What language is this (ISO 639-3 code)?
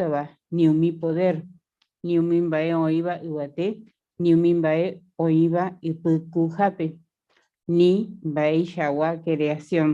grn